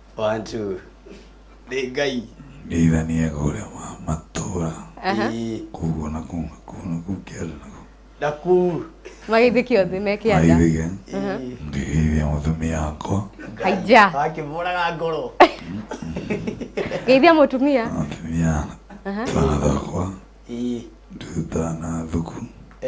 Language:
Kikuyu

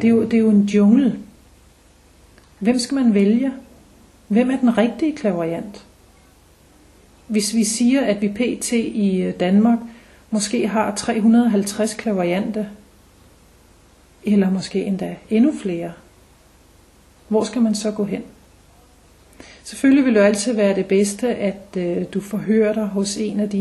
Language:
Danish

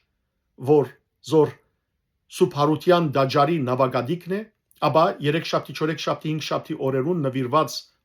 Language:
Western Armenian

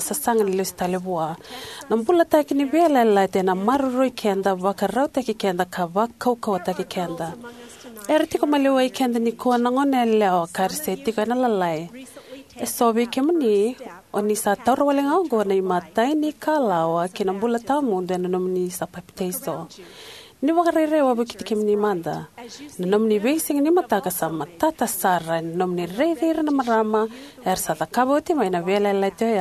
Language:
Fijian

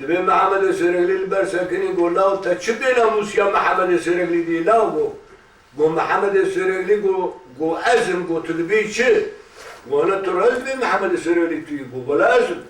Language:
Kurdish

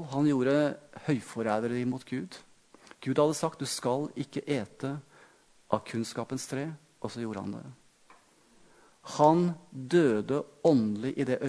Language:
Norwegian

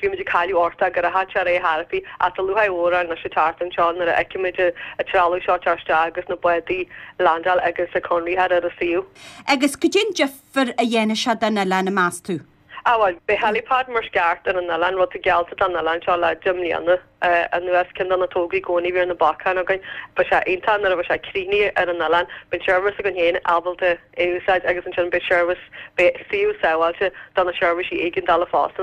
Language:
Irish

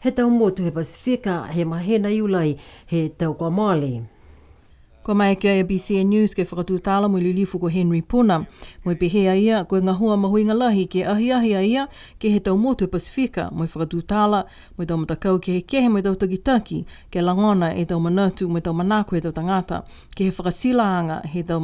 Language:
Niuean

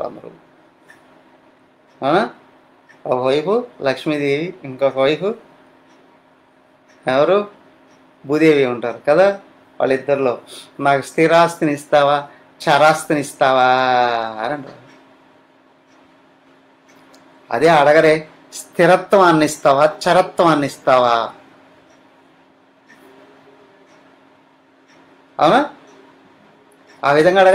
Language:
Telugu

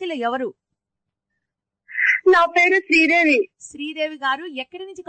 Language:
Telugu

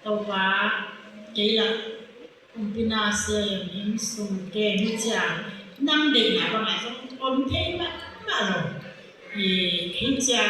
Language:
Tedim Chin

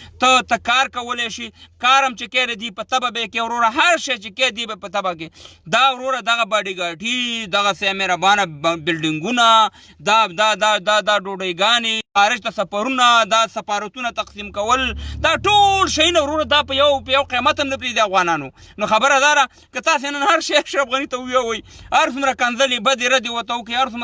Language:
Pashto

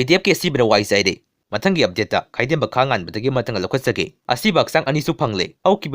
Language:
Manipuri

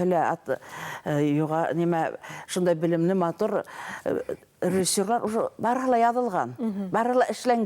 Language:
Bashkir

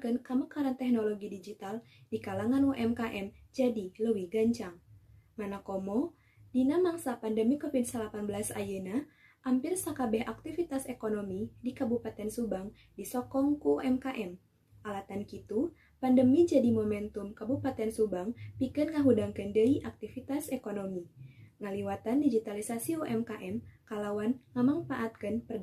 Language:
Sundanese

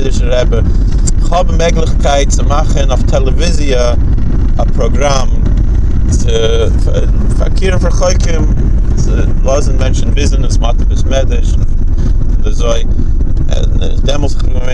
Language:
Yiddish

